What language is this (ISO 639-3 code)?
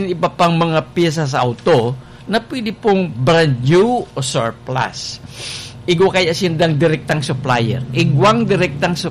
bik